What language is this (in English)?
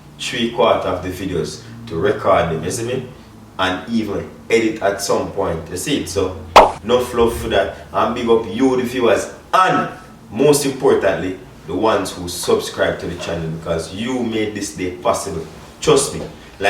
Jamaican Creole English